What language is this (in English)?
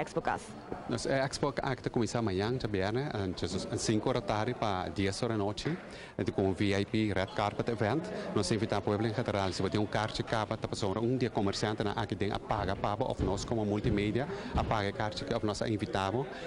Papiamento